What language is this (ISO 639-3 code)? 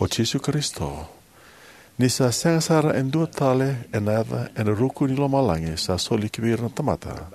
fij